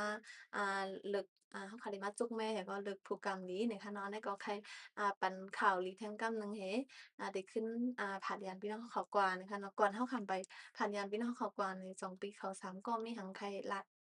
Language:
Shan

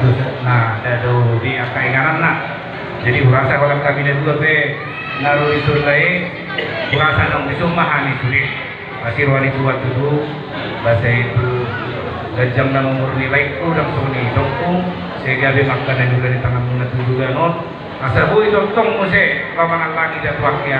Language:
Batak Toba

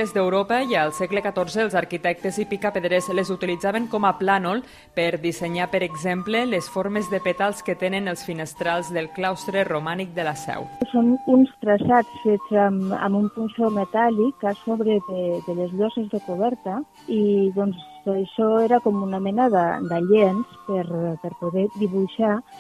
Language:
Catalan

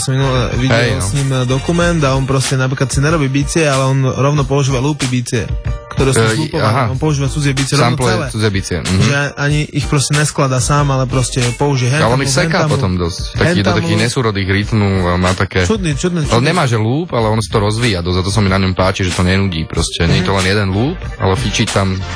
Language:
Slovak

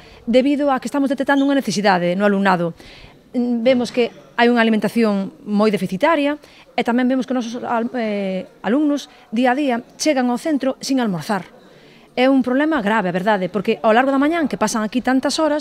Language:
Galician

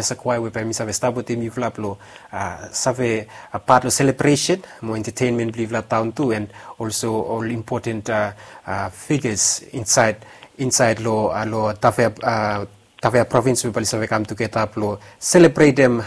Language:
Bislama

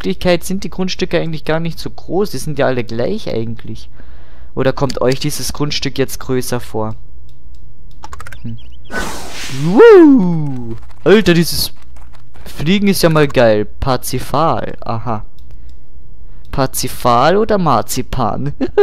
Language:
German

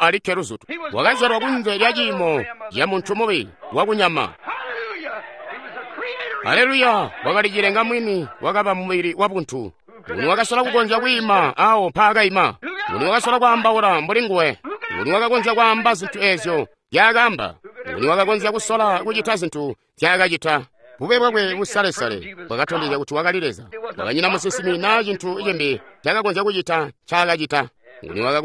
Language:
Tonga (Zambia)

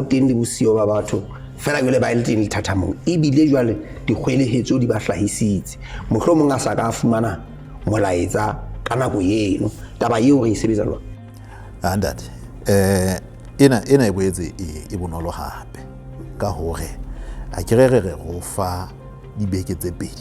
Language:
Southern Sotho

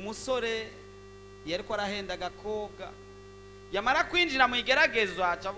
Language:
Rundi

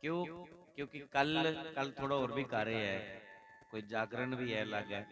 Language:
Dogri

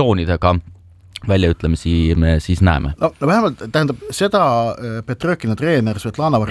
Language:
Estonian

